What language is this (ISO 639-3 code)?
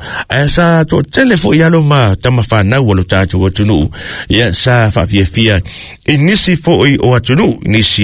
smo